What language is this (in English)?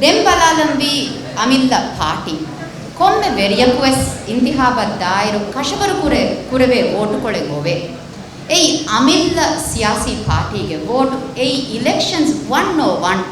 Divehi